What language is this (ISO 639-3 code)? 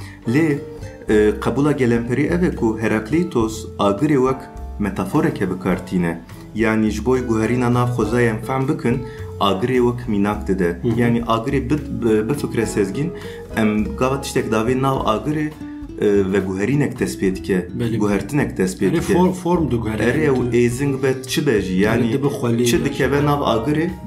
kur